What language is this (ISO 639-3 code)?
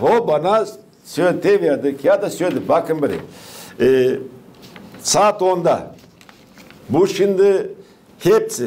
gag